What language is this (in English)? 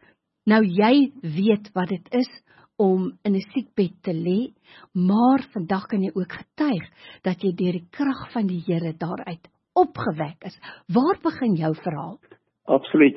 Afrikaans